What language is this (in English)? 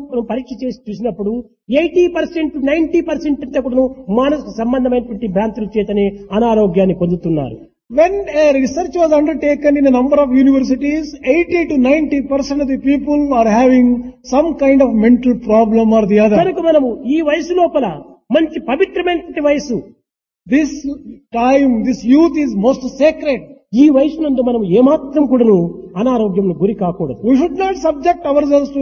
Telugu